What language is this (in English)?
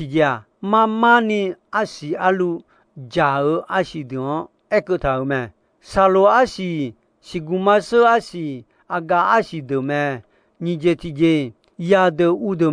Akha